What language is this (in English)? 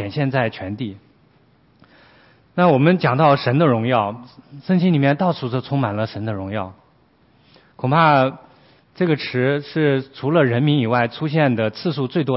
Chinese